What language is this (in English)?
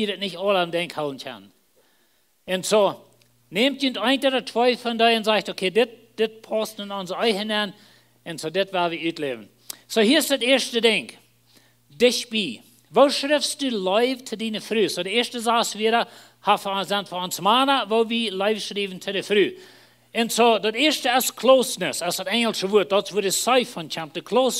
Plautdietsch